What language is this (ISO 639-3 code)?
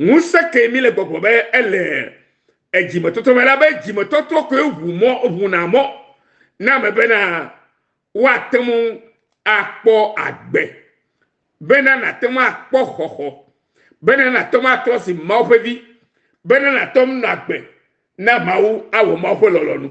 ewe